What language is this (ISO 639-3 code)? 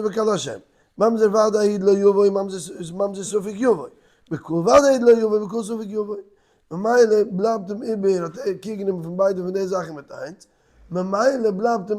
yid